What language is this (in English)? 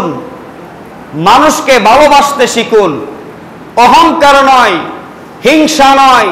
Bangla